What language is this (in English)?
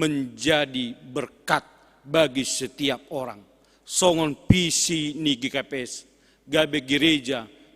Batak Simalungun